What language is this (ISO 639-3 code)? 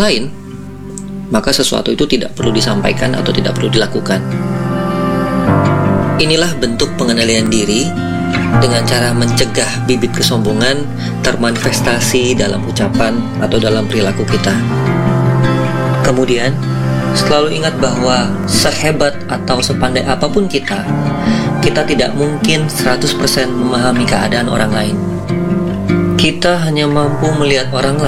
ind